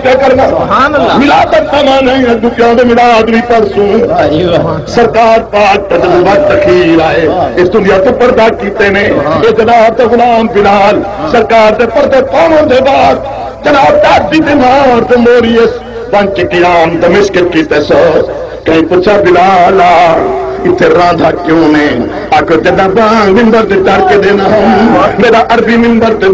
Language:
Saraiki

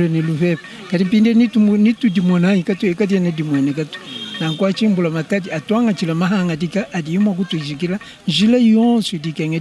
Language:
Luba-Lulua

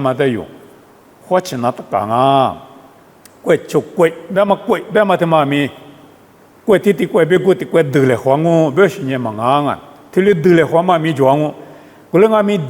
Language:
Lisu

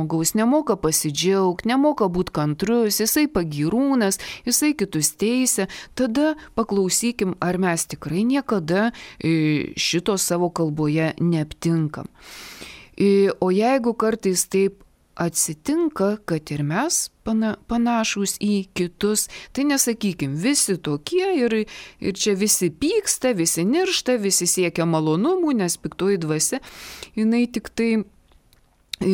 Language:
Lithuanian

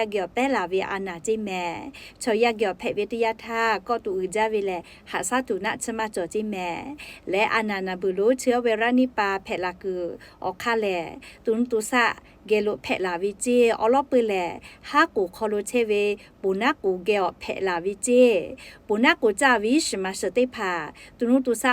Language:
Lahu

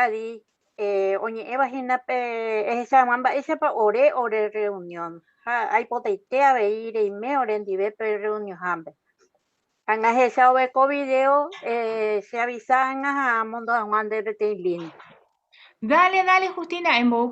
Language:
Guarani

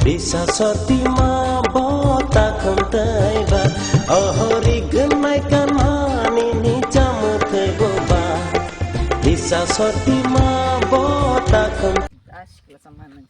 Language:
Kok Borok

